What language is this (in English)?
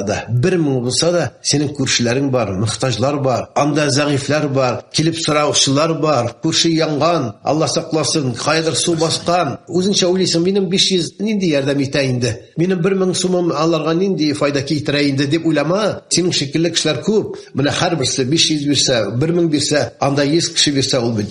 Tatar